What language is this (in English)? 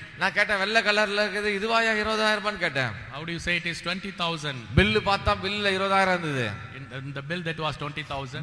Tamil